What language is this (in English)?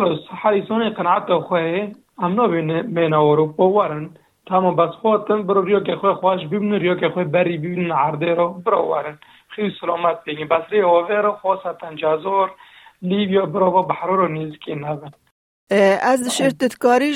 Kurdish